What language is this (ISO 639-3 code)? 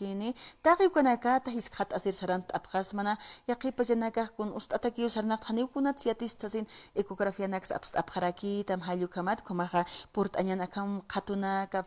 aym